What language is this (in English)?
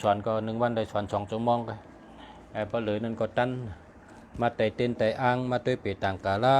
Shan